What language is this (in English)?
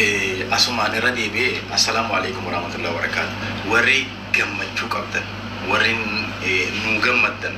Oromo